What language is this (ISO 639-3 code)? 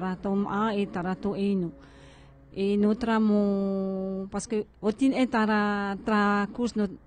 tah